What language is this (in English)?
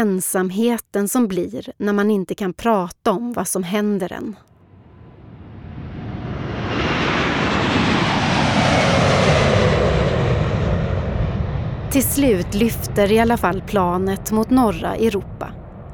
Swedish